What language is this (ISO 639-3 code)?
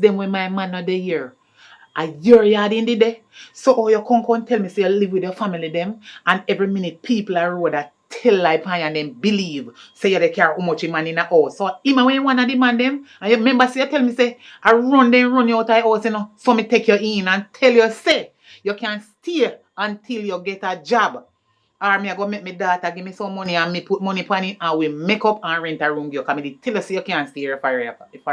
jam